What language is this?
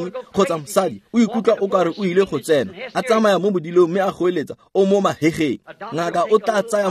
Tswana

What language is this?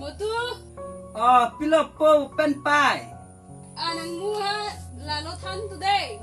Karbi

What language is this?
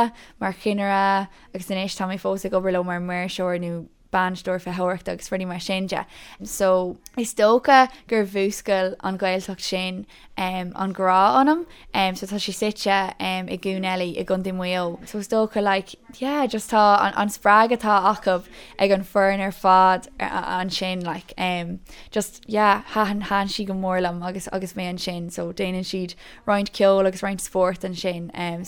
Irish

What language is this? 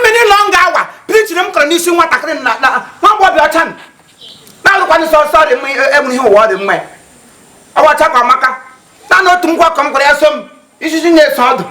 Igbo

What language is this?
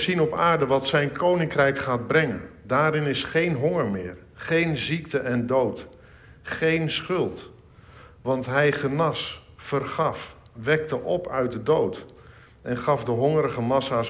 Dutch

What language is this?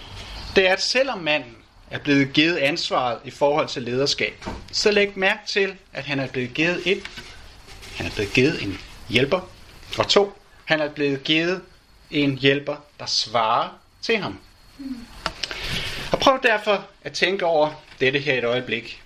Danish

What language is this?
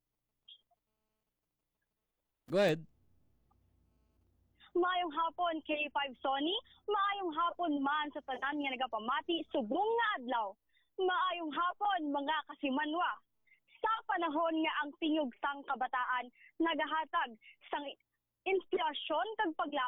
Hiligaynon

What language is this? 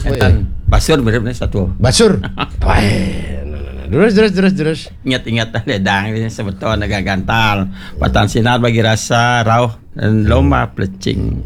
Balinese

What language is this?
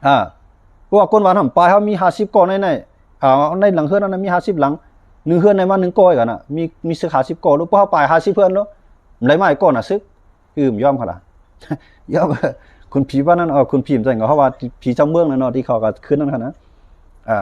Shan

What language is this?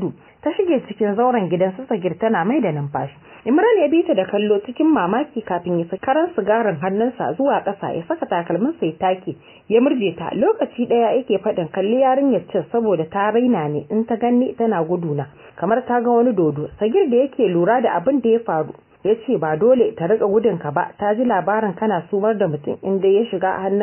Hausa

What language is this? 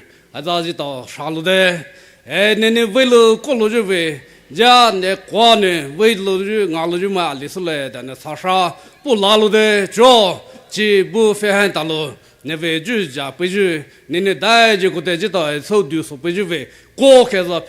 Poumei Naga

